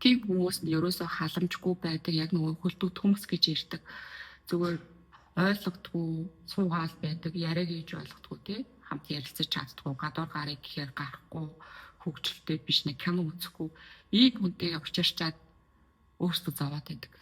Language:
Mongolian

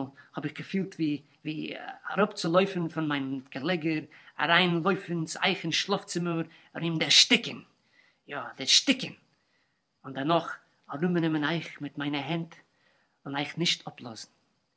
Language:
Yiddish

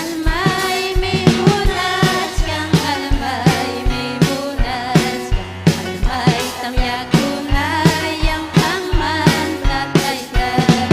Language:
Ayacucho Quechua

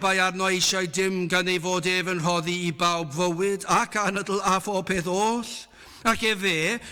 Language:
Welsh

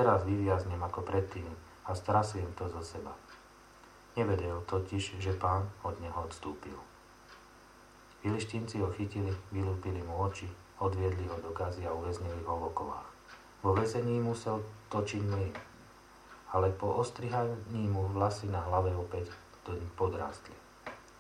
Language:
Slovak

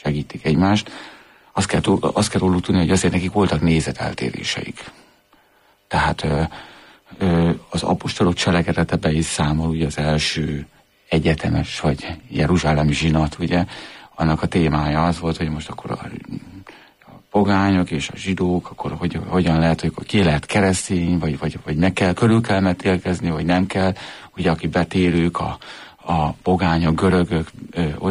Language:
Hungarian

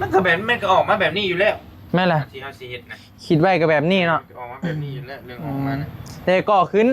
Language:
Northeastern Thai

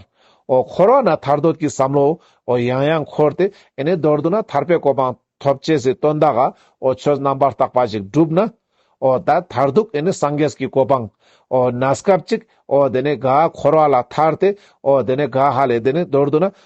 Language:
Ladakhi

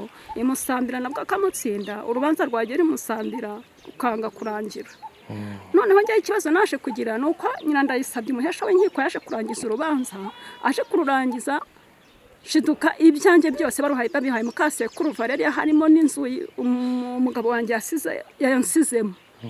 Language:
Kinyarwanda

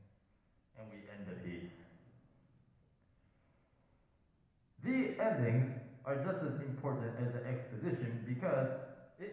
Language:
English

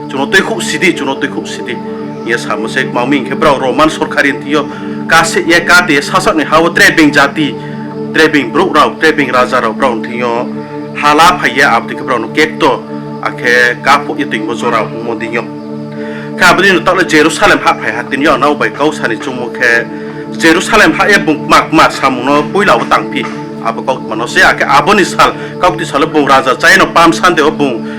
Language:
Riang (India)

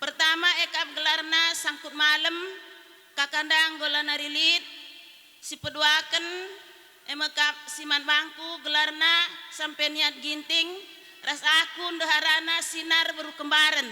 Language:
Batak Karo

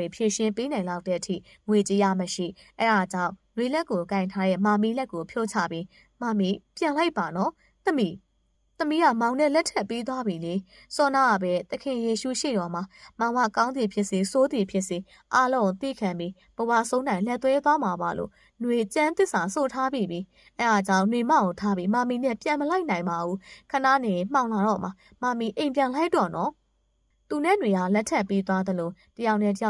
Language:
Burmese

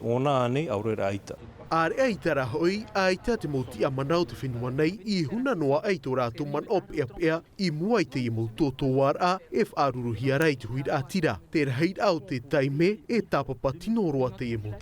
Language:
Tahitian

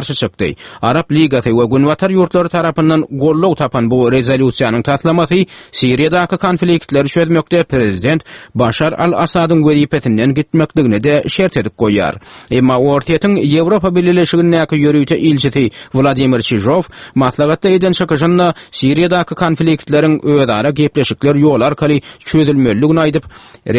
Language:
Turkmen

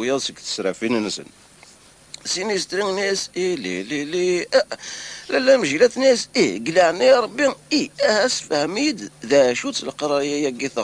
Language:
Kabyle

